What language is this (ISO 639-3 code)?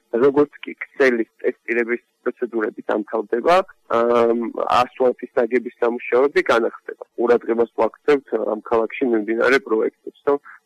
kat